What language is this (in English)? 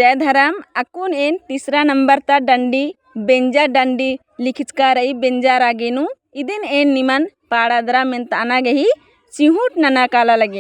Kurukh